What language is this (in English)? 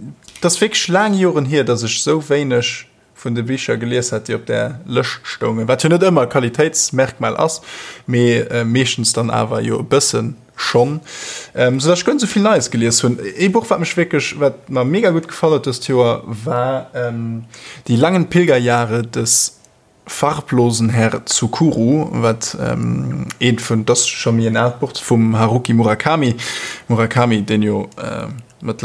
Luxembourgish